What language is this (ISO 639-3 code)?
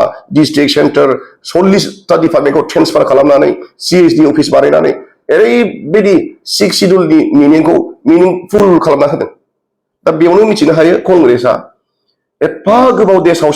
brx